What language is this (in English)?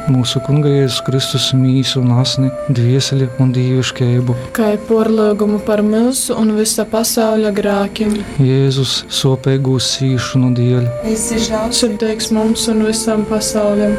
Latgalian